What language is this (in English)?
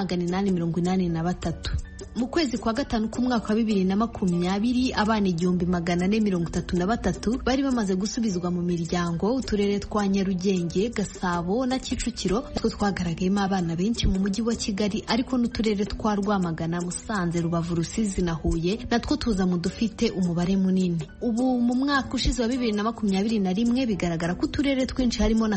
Kinyarwanda